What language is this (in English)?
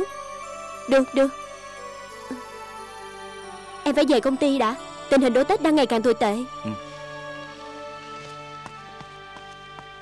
Vietnamese